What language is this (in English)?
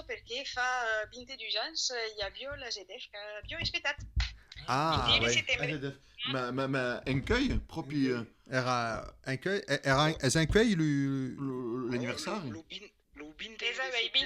Occitan